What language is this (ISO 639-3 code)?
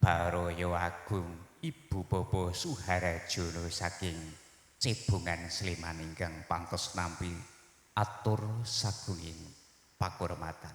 jav